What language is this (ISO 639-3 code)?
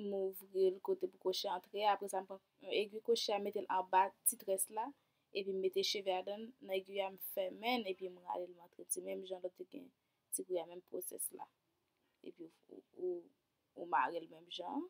hat